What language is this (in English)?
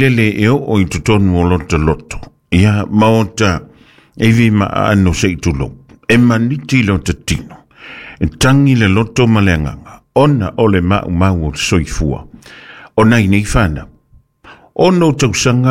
Samoan